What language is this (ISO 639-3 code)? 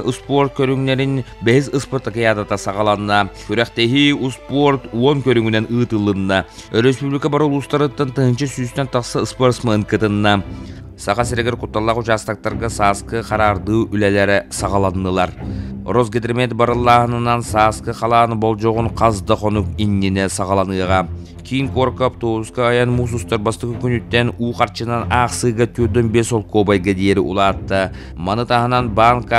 sah